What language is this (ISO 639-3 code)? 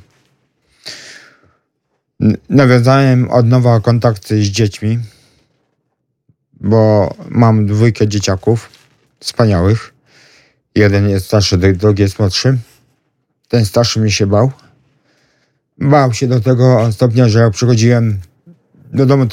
pol